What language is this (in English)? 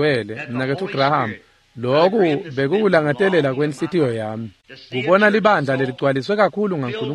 Swati